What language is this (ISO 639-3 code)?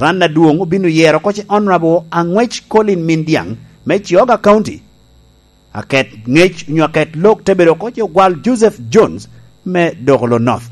laj